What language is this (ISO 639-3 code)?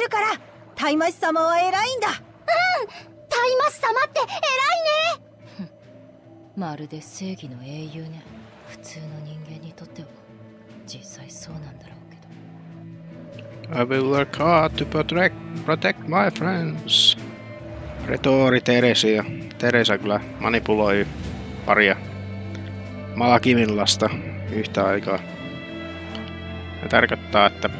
fin